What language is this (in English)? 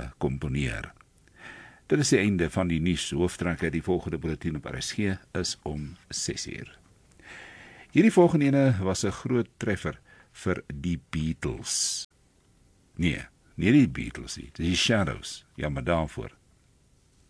Afrikaans